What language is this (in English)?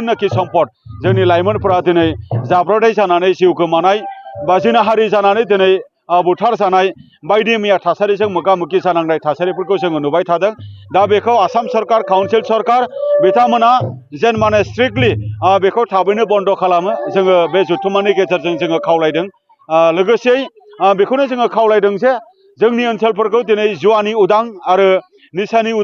Bodo